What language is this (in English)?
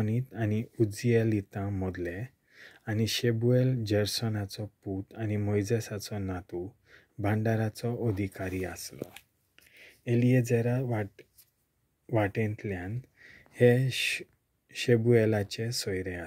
Konkani